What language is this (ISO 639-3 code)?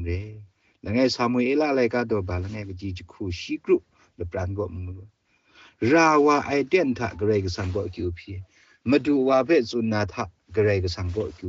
kac